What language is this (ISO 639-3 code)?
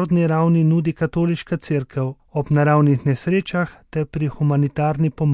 slv